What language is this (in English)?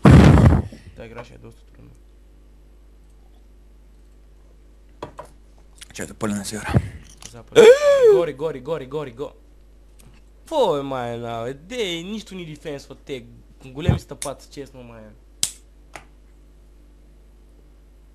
Bulgarian